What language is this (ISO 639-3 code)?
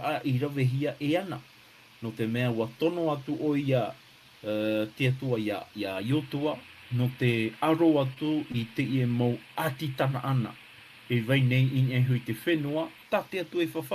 tah